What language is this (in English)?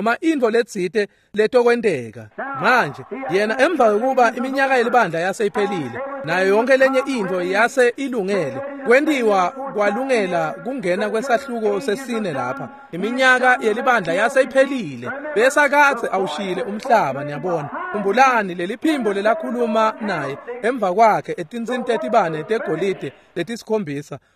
Swati